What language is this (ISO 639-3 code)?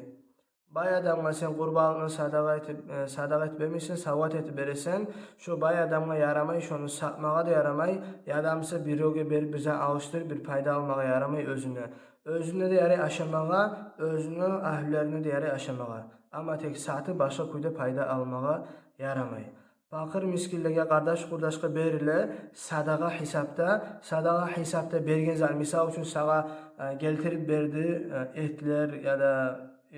kum